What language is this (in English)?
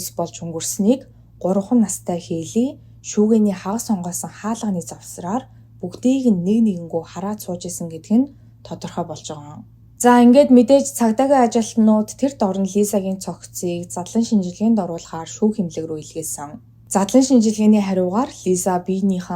Mongolian